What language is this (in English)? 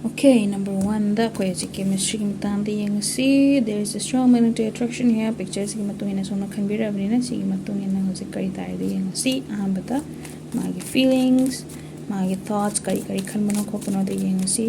Manipuri